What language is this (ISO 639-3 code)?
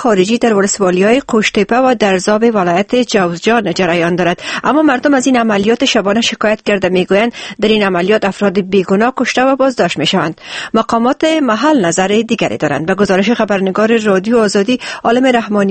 fas